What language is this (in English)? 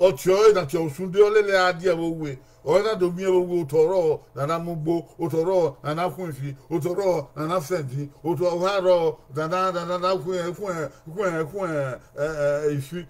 Bini